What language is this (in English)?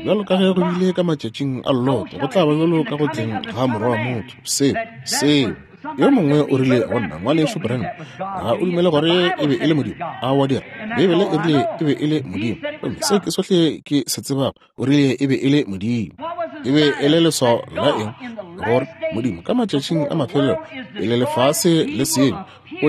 Northern Sotho